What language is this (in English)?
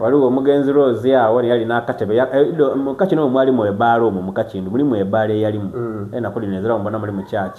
Soga